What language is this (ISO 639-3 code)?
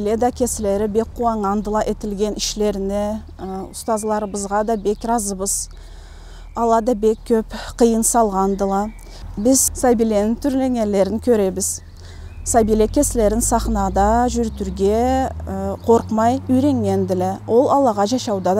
krc